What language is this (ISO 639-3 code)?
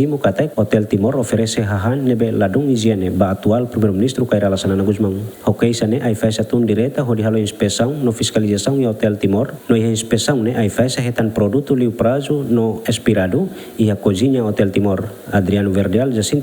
tet